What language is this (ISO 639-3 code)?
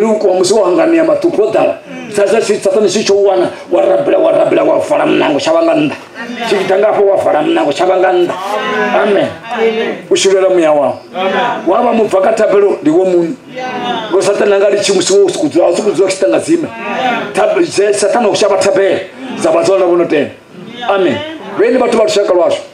ven